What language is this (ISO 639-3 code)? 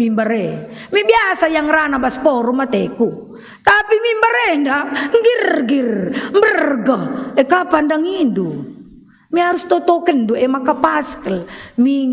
btx